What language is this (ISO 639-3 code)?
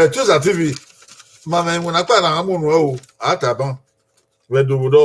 bin